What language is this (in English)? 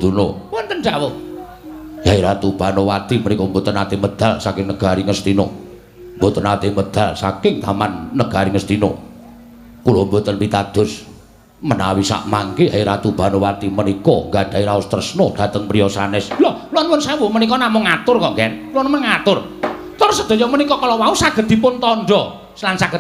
Javanese